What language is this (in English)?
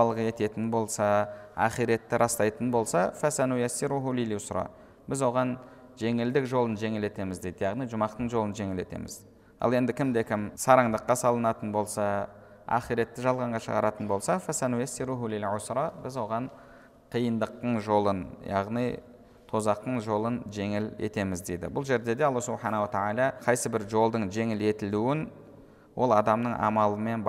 Kazakh